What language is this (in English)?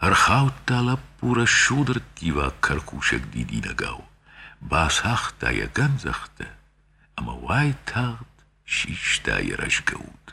Ossetic